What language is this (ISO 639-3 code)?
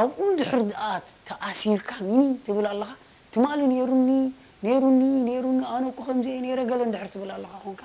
tir